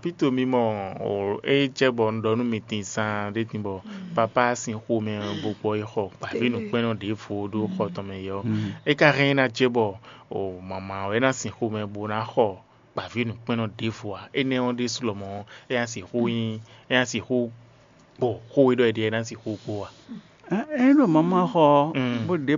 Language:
Fon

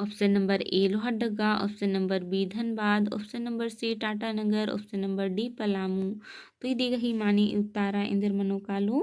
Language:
Kurukh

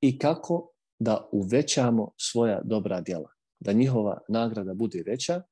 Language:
Bosnian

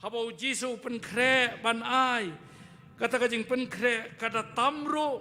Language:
Khasi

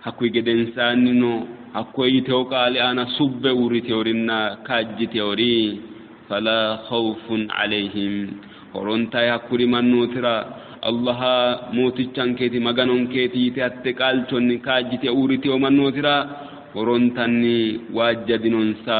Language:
Sidamo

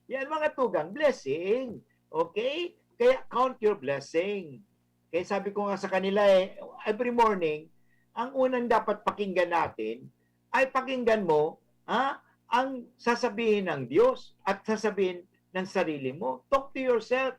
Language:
Bikol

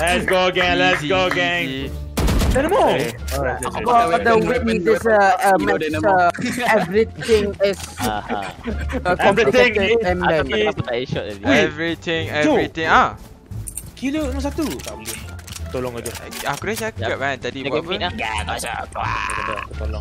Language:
Malay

